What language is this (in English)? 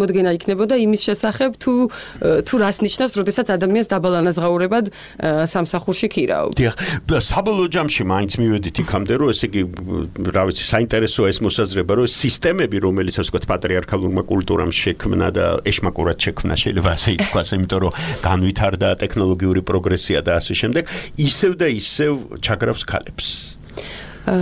Georgian